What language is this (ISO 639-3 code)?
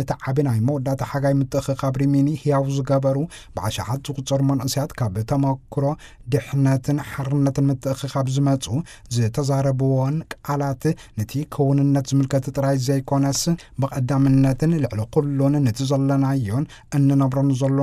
tir